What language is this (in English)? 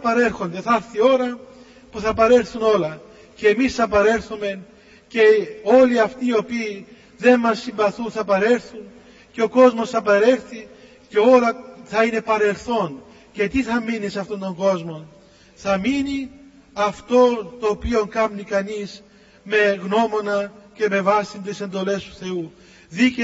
Greek